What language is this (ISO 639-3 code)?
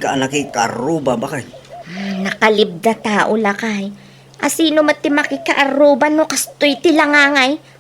ilo